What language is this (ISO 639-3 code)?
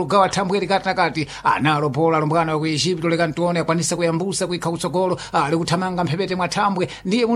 seh